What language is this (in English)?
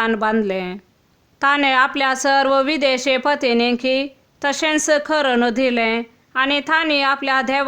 Konkani